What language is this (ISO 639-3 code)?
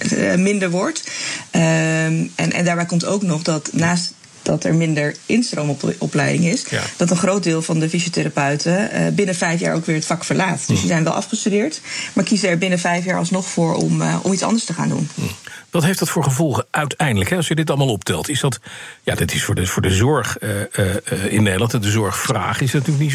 nld